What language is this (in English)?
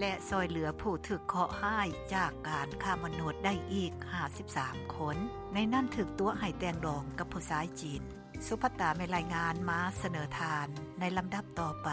Lao